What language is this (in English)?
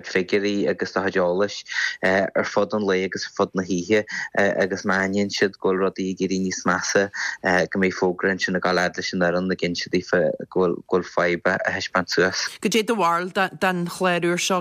Irish